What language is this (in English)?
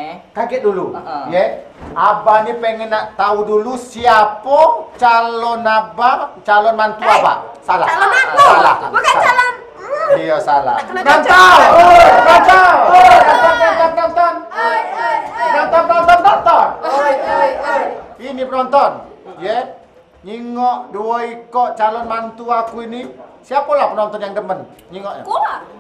Musi